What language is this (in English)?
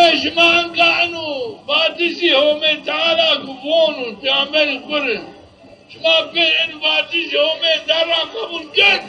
Zaza